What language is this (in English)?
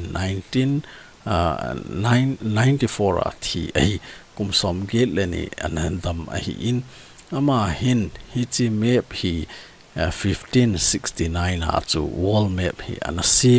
Thado Chin